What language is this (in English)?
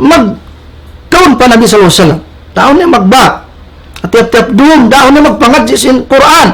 Tausug